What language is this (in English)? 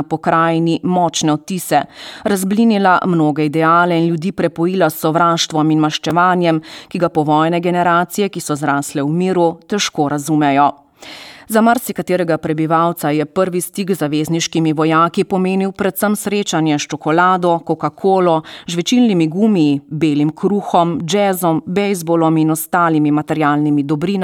Slovenian